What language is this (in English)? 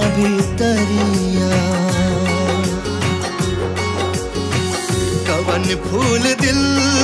Bhojpuri